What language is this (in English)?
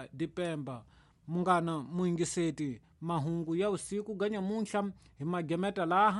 Tsonga